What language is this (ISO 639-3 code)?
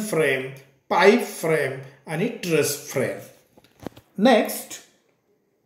mar